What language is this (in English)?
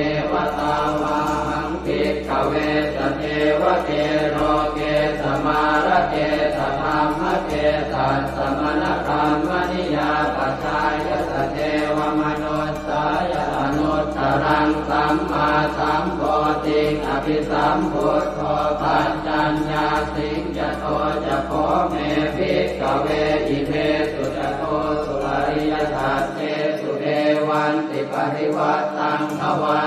Pali